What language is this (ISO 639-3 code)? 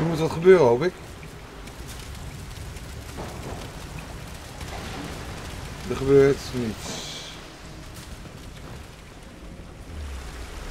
nld